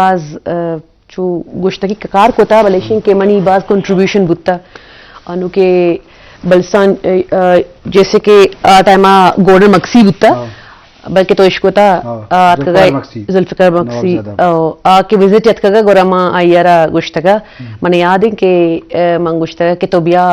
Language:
Eastern Balochi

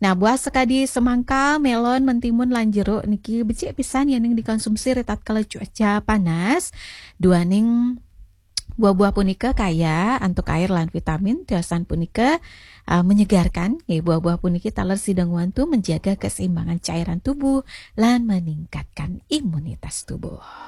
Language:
Balinese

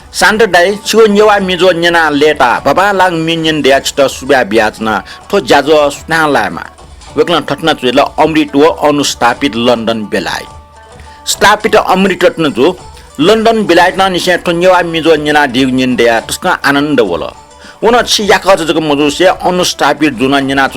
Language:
Newari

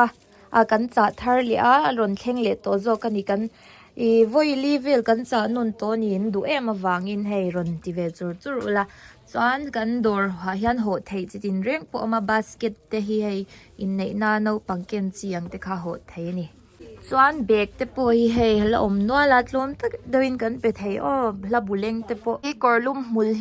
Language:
Mizo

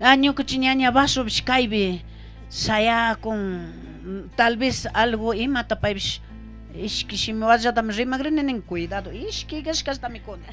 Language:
Chimborazo Highland Quichua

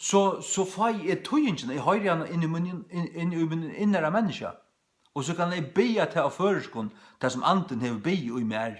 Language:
Faroese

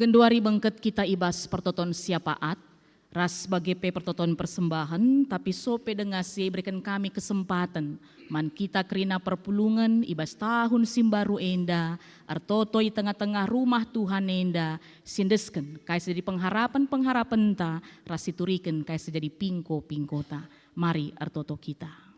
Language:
Batak Karo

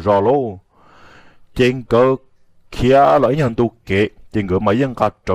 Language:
Hmong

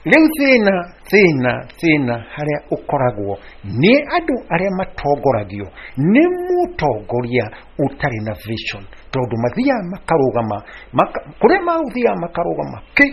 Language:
Kikuyu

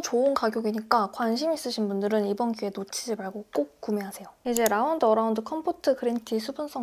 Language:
Korean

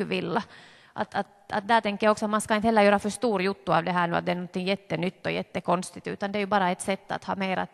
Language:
Swedish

